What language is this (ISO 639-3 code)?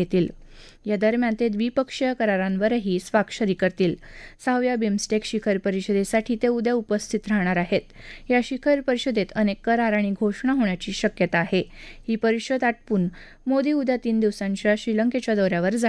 mar